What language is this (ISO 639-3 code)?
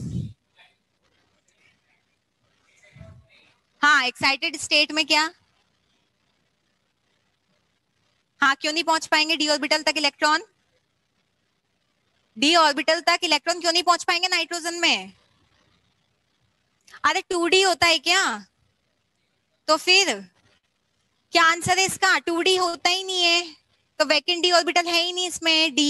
hin